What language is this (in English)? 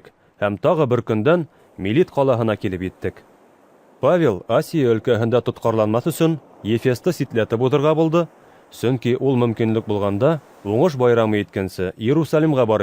Bashkir